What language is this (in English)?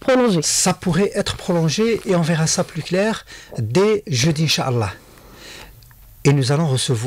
French